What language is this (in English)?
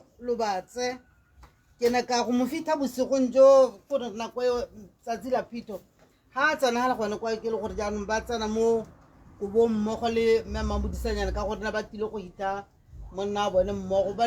Tswana